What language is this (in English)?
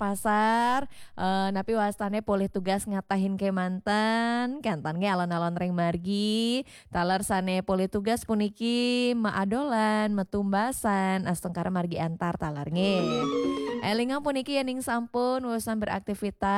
Balinese